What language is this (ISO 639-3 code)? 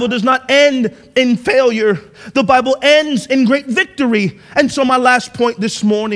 eng